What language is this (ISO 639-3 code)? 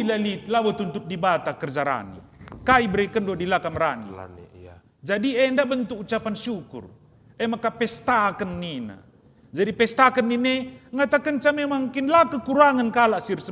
btx